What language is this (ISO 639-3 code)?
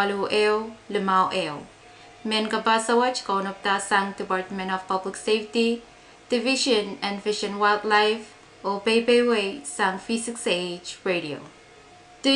pon